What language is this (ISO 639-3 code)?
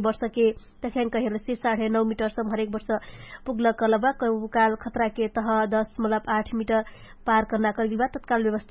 thl